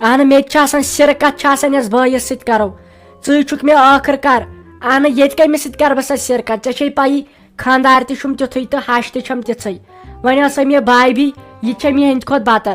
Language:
Kashmiri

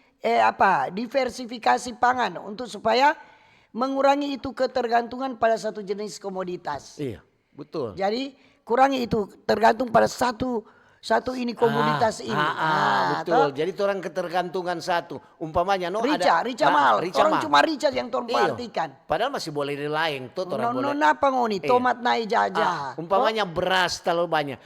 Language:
Manado Malay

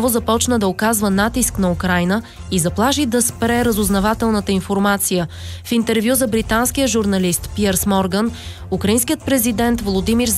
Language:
Bulgarian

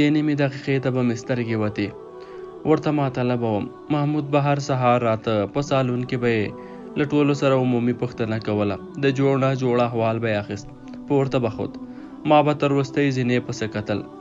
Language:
Pashto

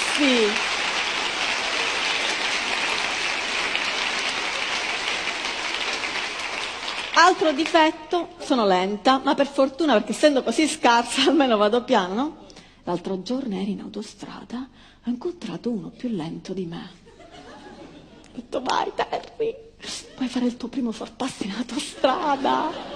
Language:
Italian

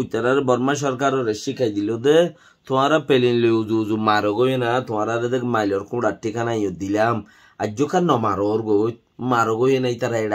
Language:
Rohingya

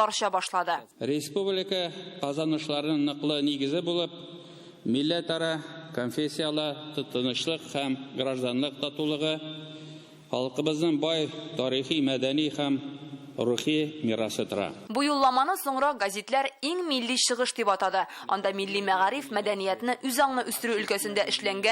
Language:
Tatar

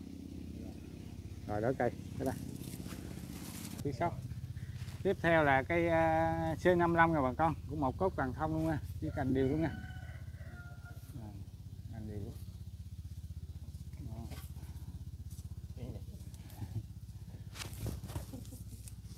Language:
Vietnamese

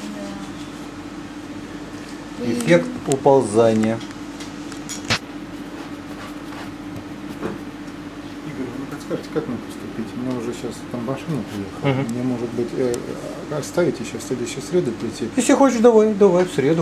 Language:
Russian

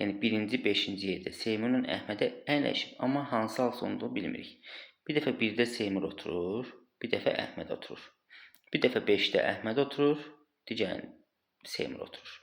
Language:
Azerbaijani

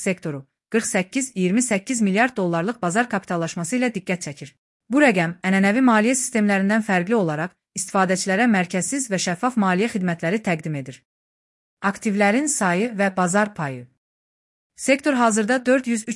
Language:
Azerbaijani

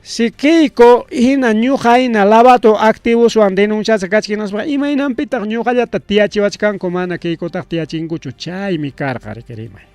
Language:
Ayacucho Quechua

